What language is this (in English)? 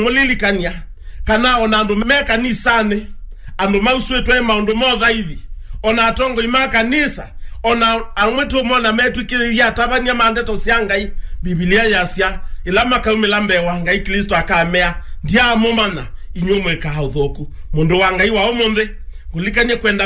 Kamba